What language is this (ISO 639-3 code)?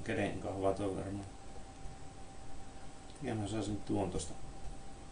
fin